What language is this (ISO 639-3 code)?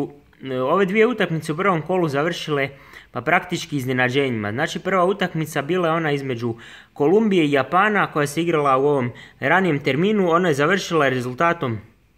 srp